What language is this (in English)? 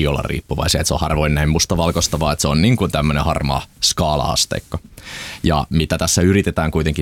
Finnish